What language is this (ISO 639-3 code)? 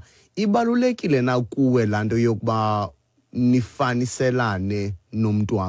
xho